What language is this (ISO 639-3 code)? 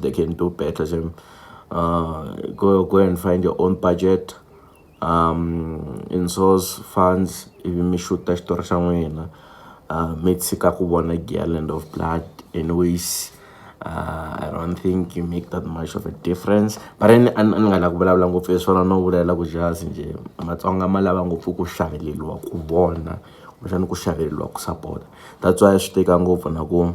tso